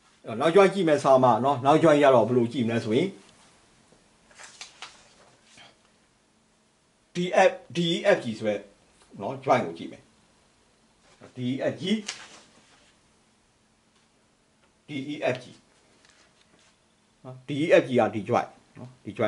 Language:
Burmese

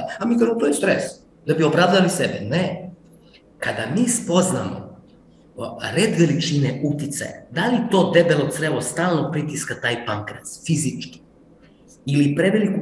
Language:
Serbian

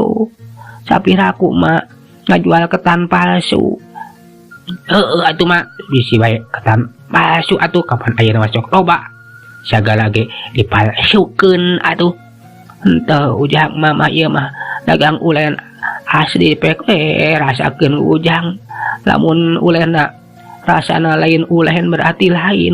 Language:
Sundanese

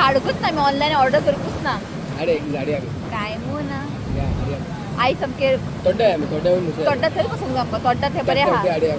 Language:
Konkani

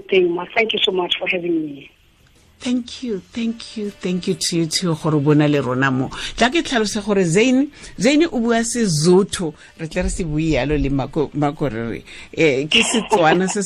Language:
Tswana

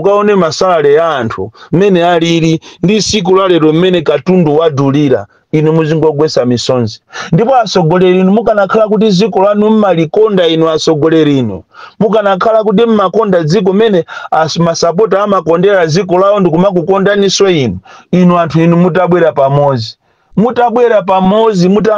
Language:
Nyanja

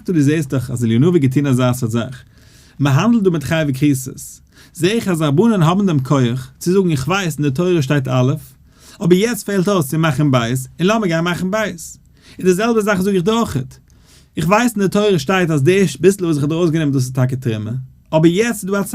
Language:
Yiddish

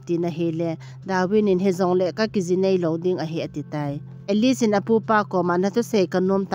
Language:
Thado Chin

